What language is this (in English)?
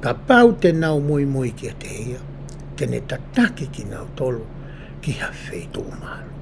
Tongan